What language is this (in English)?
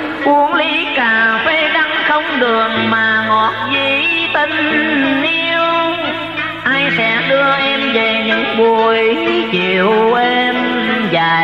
Vietnamese